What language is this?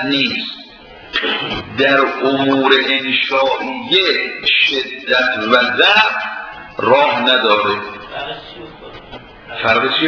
Persian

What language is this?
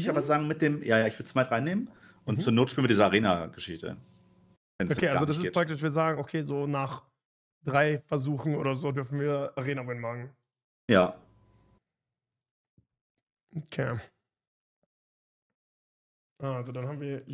German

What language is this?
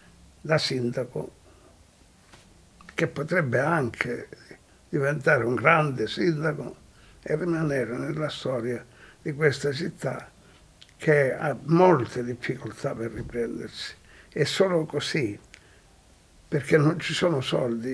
Italian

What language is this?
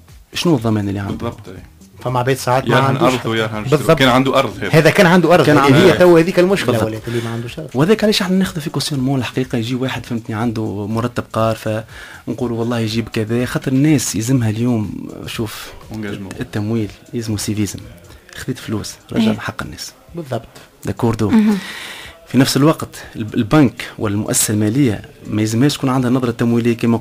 Tunisian Arabic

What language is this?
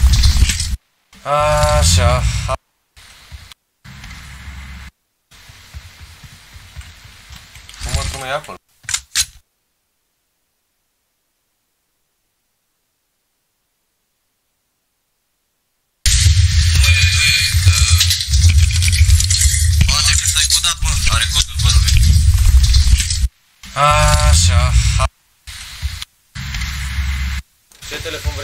Romanian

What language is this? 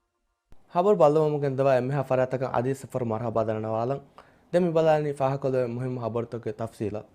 Divehi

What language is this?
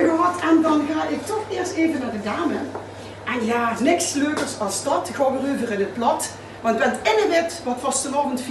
Limburgish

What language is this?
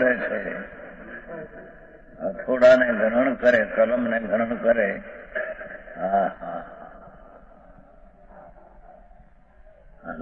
Gujarati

